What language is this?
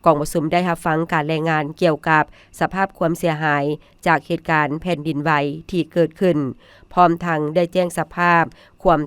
Lao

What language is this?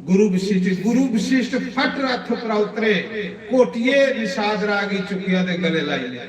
Dogri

